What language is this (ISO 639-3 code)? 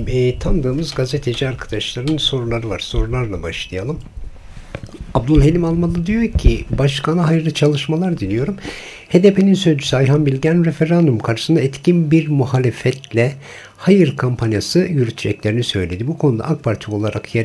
tur